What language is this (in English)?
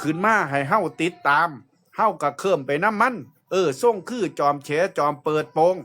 Northeastern Thai